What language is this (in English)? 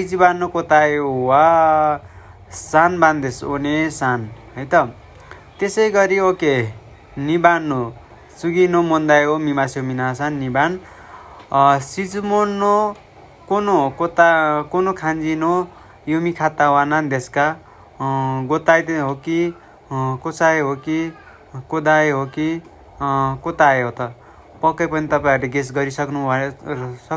Nepali